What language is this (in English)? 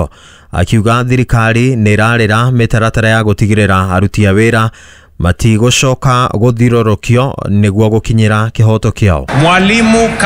Kikuyu